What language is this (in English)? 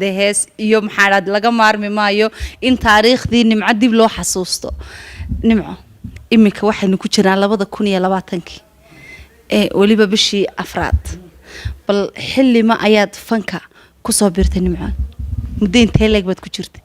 Somali